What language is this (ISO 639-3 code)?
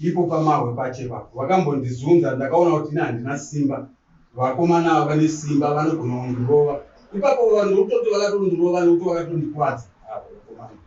sna